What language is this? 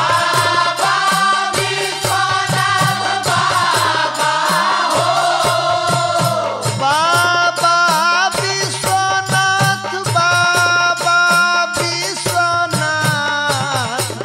Bhojpuri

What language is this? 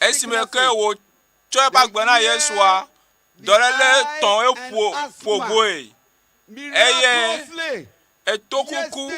Ewe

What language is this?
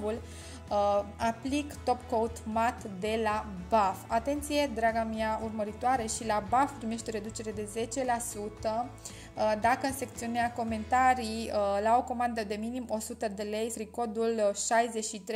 Romanian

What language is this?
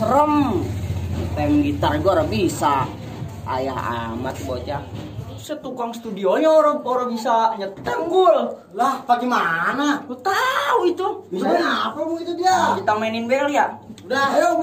Betawi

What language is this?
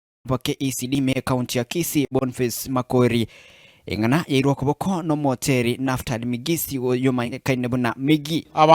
Gusii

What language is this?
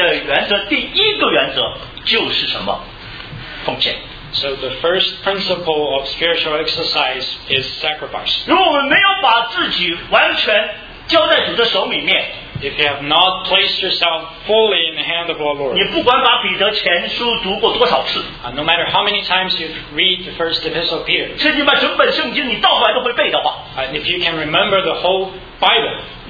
Chinese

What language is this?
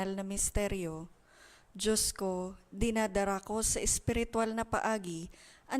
Bikol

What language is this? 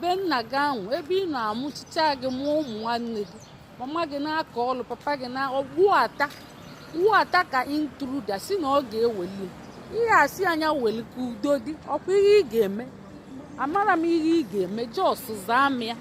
Igbo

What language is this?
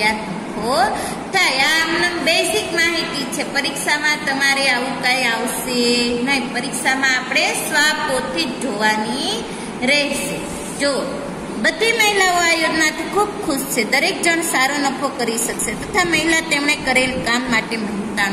Gujarati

